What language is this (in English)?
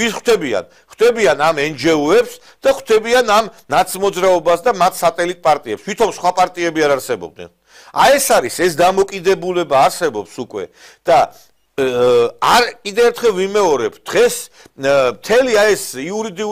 Georgian